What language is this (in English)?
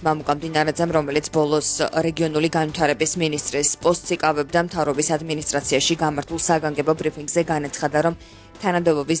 Georgian